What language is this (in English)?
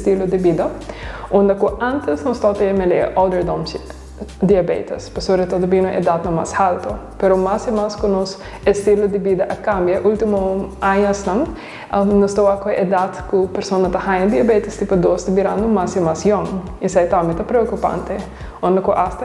Papiamento